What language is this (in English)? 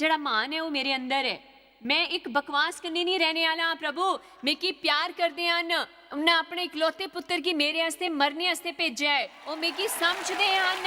Dogri